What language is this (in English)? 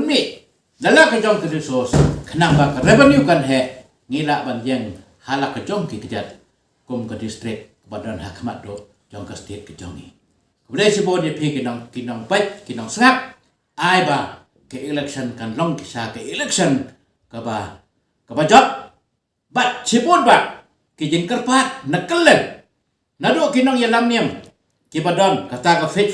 Khasi